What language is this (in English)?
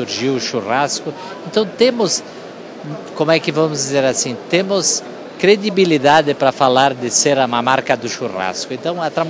Portuguese